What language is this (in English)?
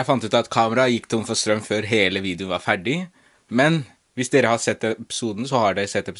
Norwegian